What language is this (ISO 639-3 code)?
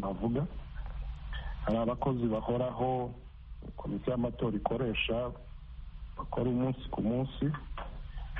kin